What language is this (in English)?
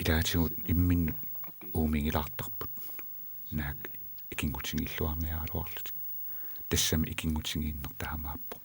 Kalaallisut